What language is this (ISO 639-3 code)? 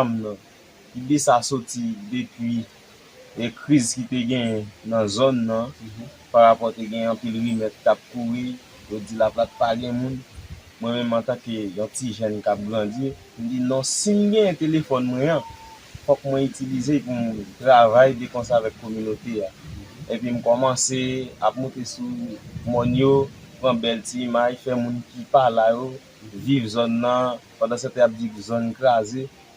hat